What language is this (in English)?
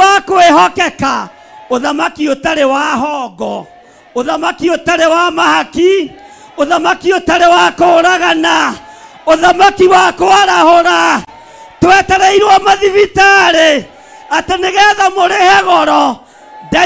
Kikuyu